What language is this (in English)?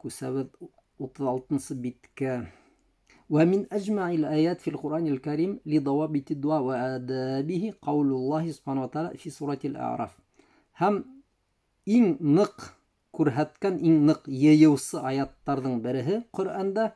Bashkir